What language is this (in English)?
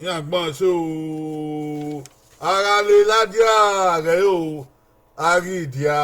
Bini